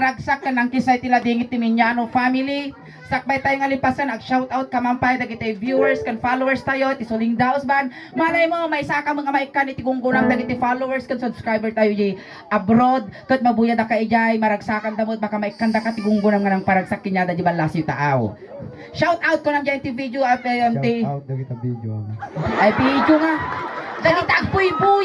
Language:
Iloko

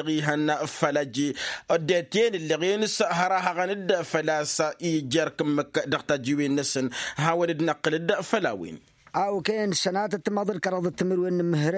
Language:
Tamasheq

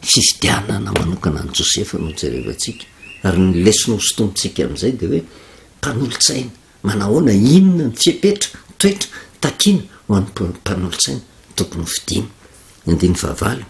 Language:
Malagasy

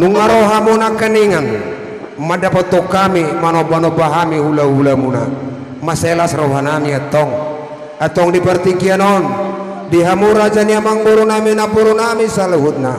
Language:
Batak Toba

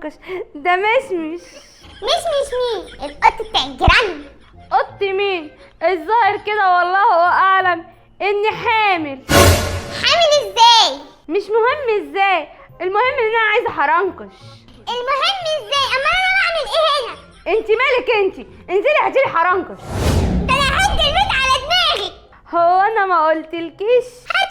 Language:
Egyptian Arabic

